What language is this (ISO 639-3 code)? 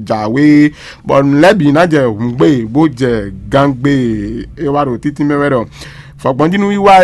fon